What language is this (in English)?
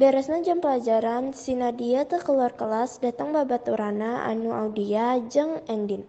Sundanese